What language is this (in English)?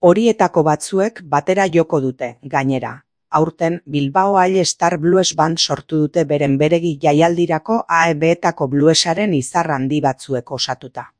Basque